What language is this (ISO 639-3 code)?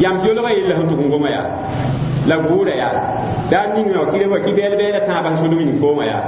mos